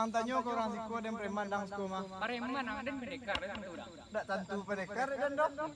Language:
Minangkabau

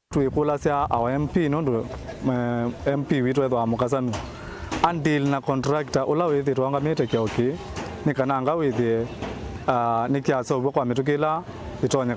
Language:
Kamba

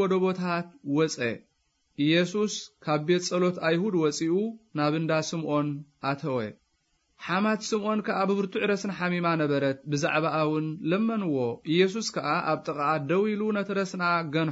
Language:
Tigrinya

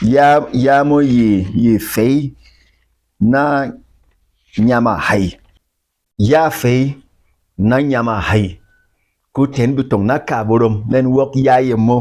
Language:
Berom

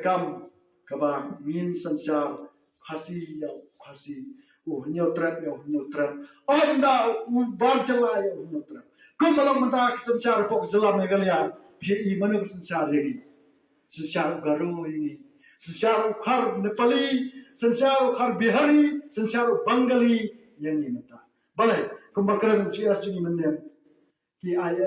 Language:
Khasi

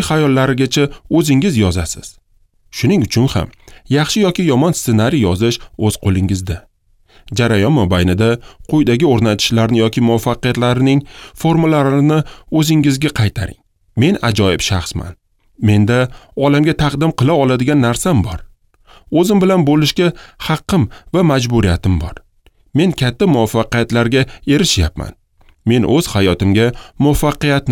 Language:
Uzbek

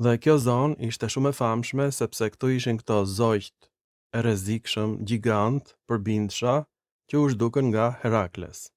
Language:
Albanian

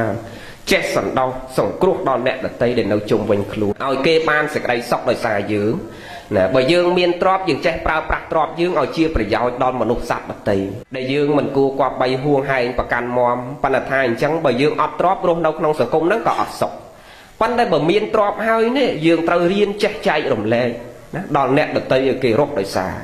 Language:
Khmer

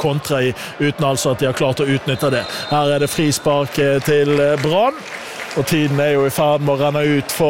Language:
Norwegian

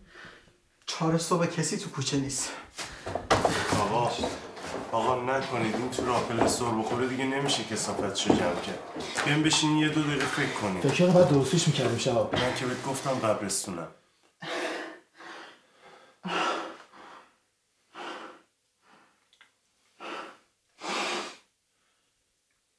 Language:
Persian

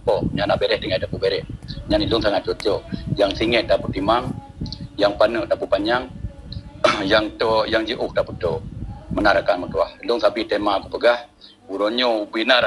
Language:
Achinese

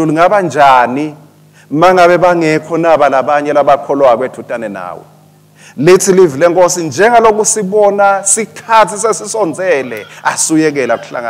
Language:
Swati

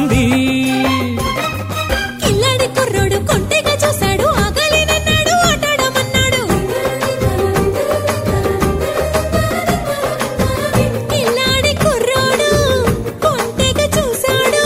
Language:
Telugu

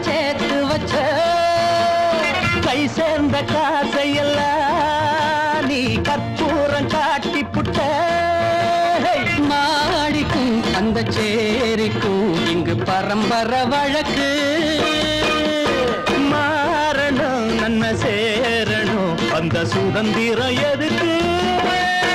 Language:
Tamil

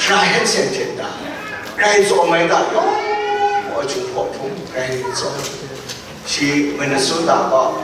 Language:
Kachin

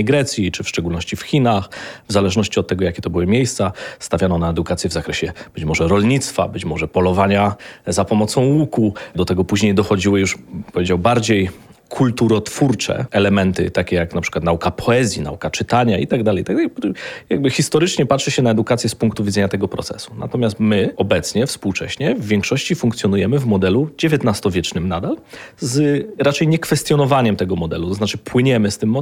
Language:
Polish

